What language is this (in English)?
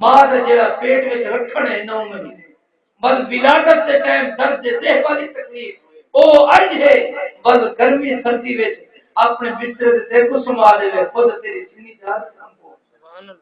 Saraiki